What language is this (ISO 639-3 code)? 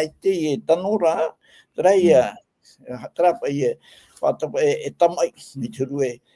tah